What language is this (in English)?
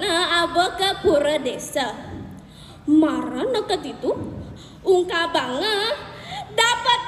Balinese